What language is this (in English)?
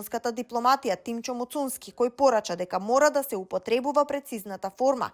Macedonian